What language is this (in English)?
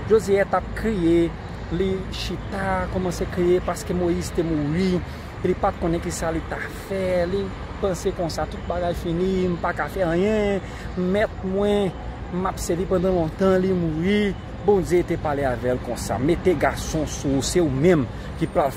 Haitian Creole